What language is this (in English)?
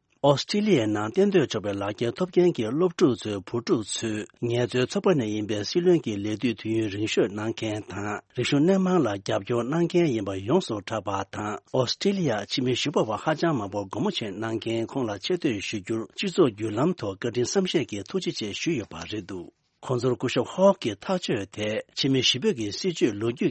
Tibetan